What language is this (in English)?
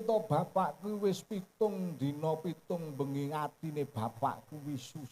Javanese